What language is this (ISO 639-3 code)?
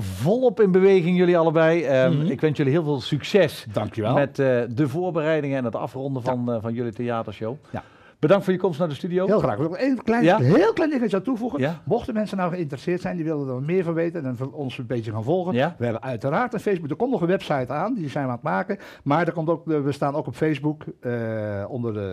nld